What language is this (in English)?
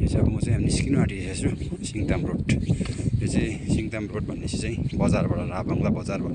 Nepali